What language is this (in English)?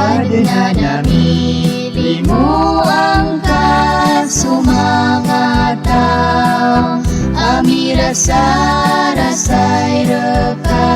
Maranao